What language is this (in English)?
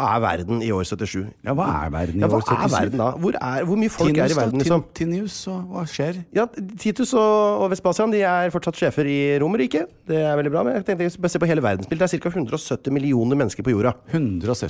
Norwegian